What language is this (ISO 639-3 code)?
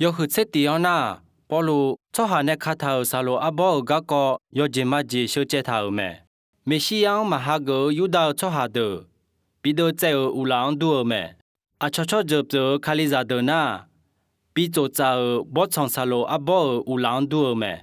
ahk